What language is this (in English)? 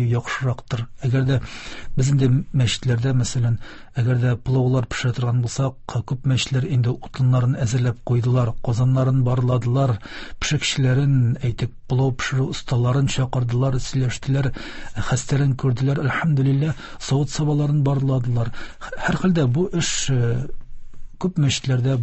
Tatar